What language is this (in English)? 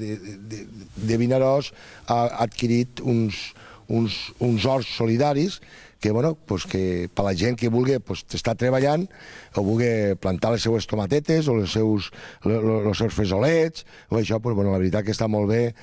Catalan